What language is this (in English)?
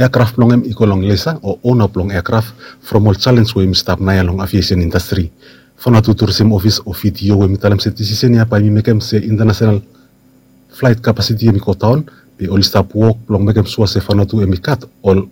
Bislama